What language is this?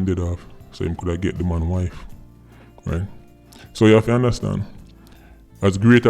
Jamaican Creole English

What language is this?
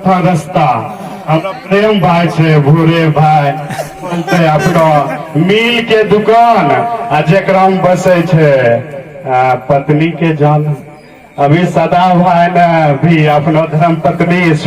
Angika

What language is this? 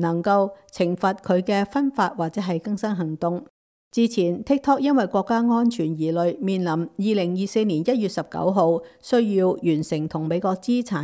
Cantonese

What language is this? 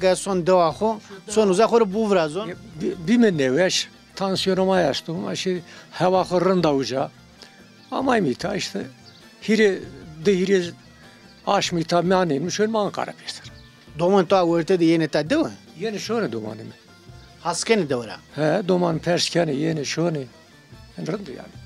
Zaza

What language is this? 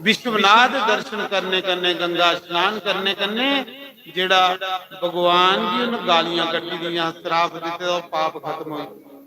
Dogri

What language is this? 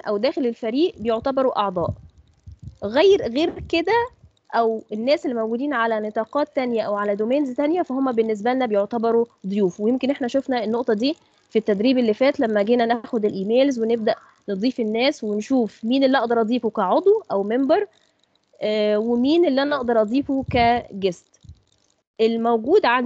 Egyptian Arabic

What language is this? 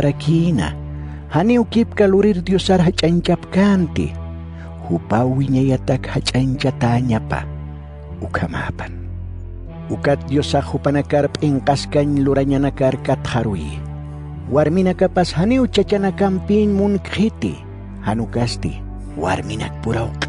Aymara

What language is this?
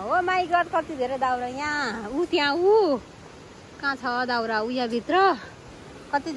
Nepali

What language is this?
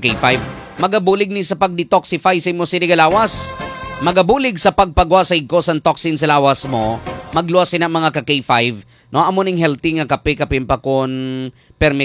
Hiligaynon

